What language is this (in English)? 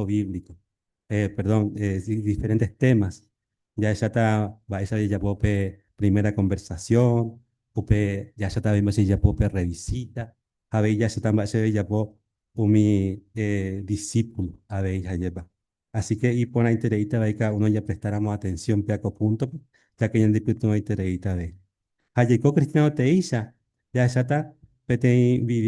Guarani